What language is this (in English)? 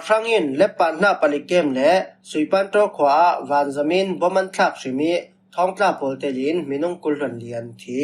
Falam Chin